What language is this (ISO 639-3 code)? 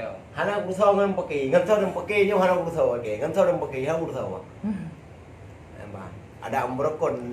ace